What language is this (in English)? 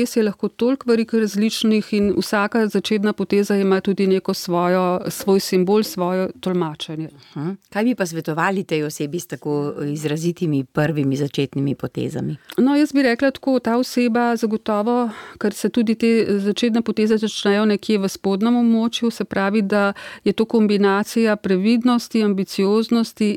Slovenian